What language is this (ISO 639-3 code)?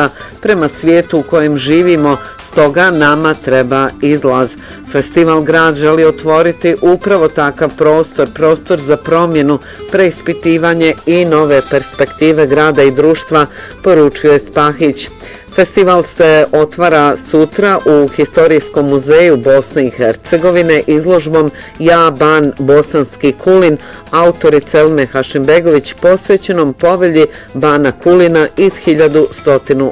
bos